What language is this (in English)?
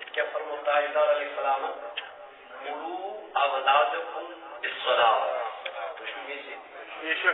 Kashmiri